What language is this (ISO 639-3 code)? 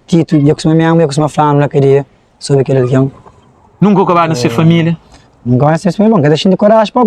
kea